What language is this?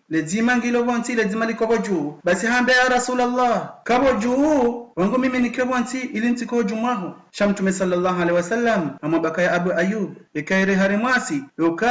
Ngazidja Comorian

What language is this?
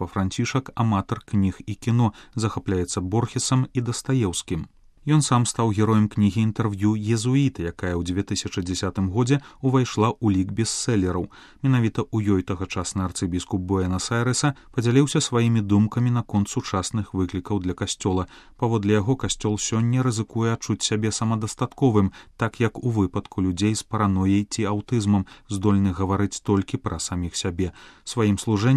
Belarusian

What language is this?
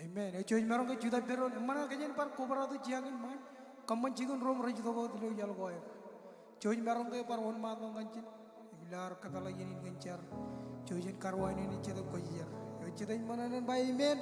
Marshallese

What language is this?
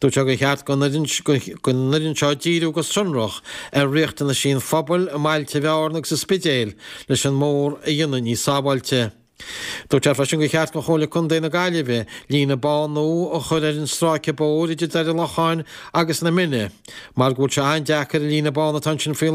Irish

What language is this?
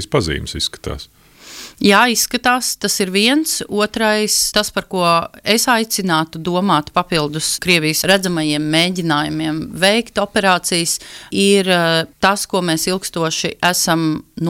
Latvian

